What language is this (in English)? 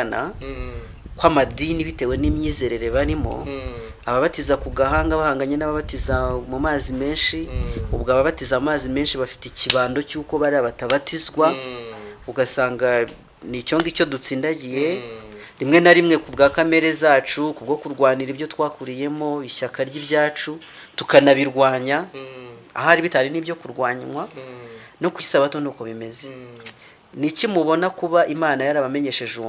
Kinyarwanda